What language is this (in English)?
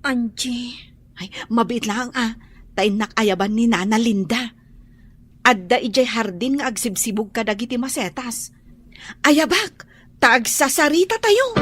Iloko